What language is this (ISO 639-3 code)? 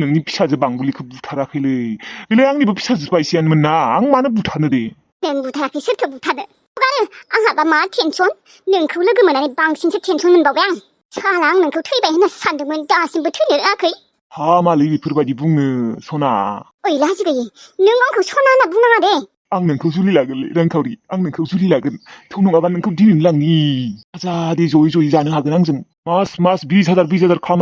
brx